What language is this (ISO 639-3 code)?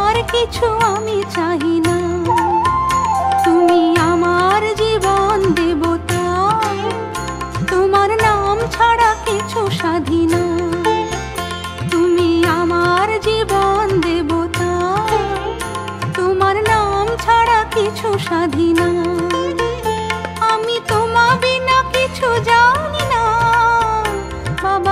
ben